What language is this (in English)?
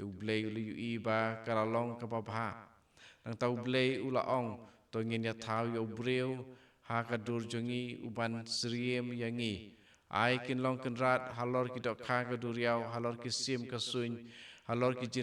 Khasi